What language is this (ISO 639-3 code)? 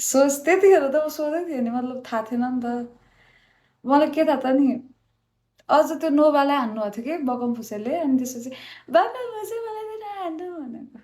nep